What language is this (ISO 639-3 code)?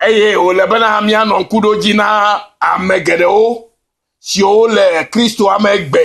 ewe